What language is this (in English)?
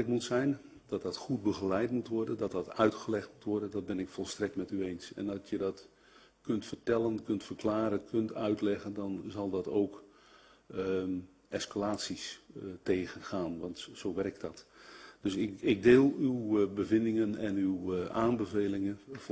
Dutch